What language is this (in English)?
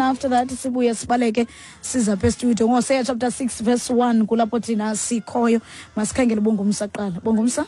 Xhosa